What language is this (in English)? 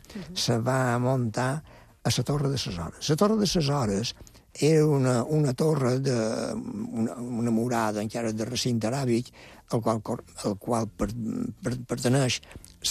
Catalan